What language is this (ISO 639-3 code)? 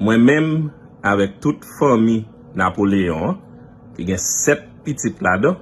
hat